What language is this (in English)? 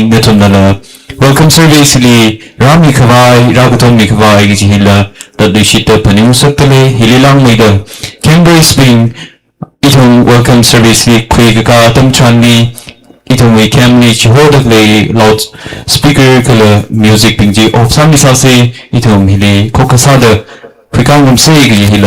Tangkhul Naga (India)